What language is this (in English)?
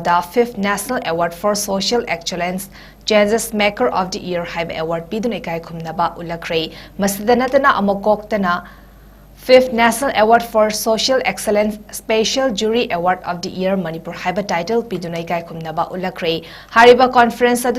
Manipuri